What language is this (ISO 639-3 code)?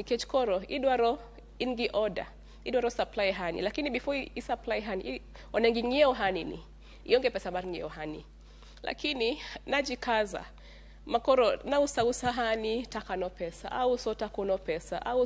luo